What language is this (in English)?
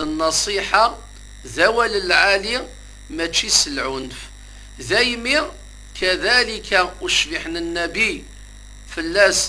Kabyle